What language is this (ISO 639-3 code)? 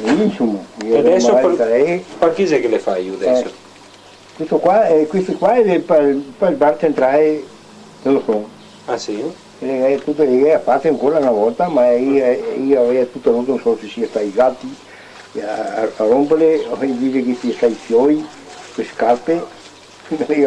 vec